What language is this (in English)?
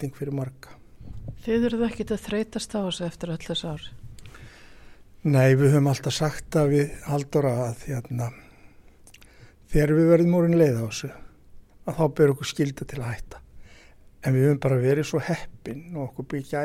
Icelandic